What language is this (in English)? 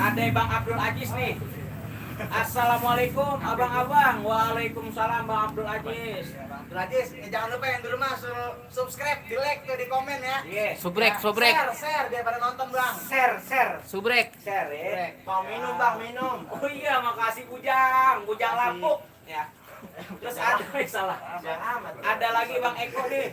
Betawi